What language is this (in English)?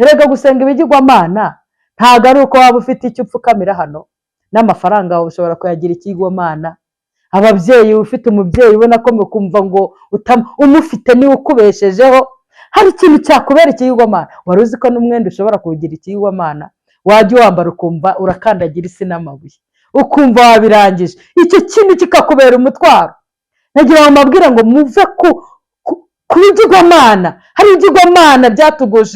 Kinyarwanda